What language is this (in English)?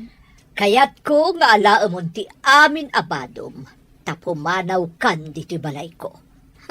Iloko